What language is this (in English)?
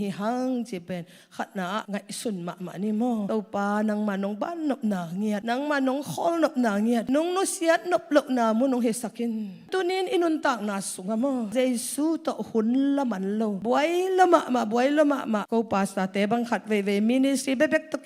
Tedim Chin